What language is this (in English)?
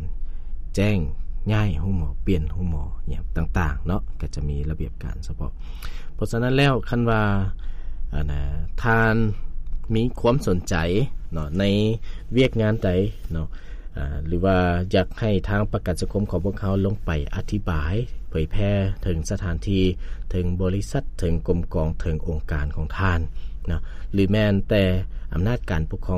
Lao